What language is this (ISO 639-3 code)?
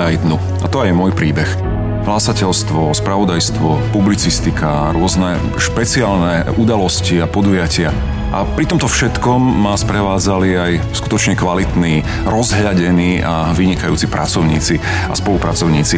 slk